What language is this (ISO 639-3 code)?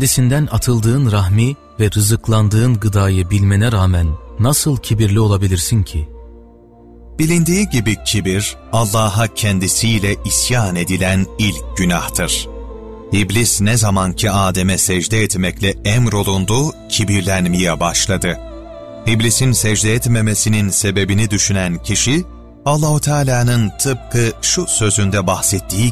tur